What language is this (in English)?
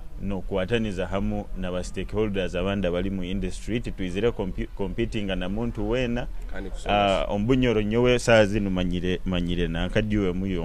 Nyoro